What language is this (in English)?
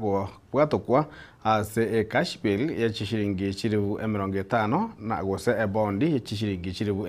Gusii